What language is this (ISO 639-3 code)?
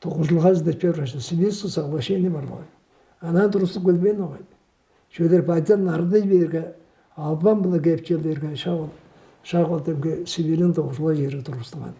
tyv